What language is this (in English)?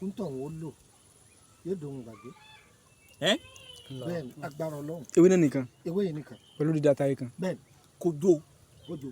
Yoruba